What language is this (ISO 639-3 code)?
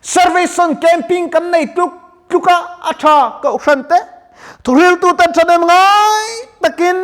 lus